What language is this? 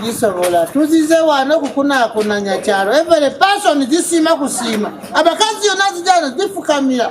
Ganda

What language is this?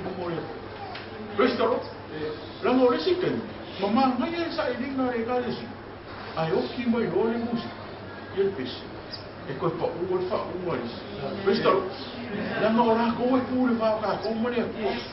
Samoan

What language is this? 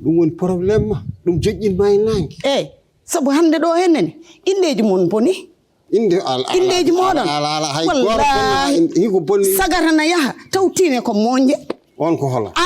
Fula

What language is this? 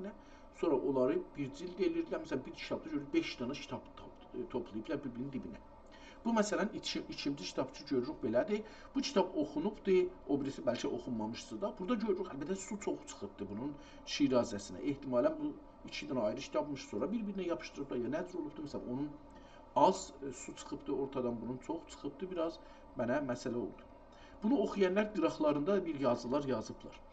South Azerbaijani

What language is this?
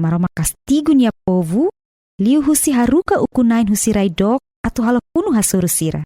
Tetum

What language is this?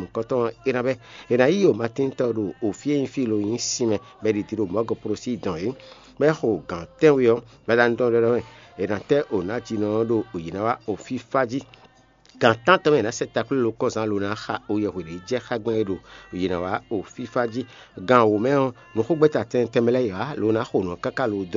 Fon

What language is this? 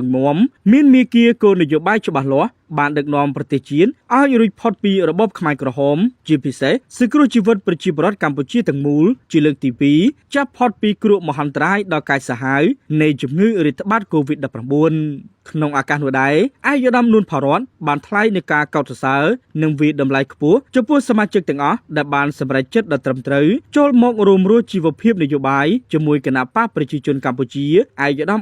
Khmer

